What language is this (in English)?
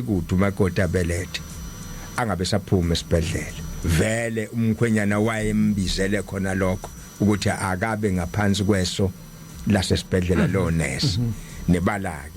Zulu